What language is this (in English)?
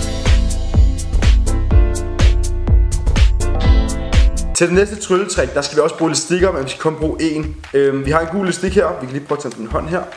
Danish